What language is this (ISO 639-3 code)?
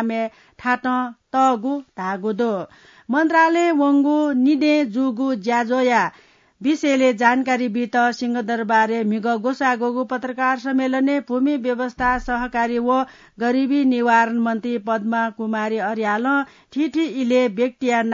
new